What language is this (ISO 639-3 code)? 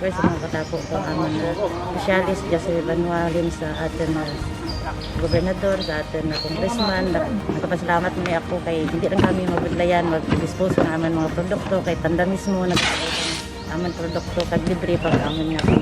krj